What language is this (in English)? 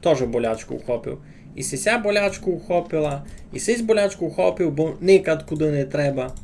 Rusyn